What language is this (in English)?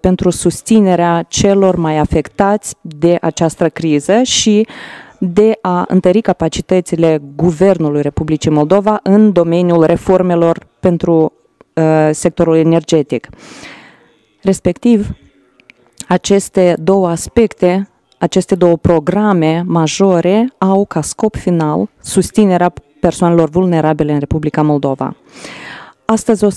Romanian